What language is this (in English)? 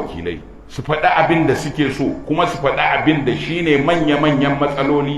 Hausa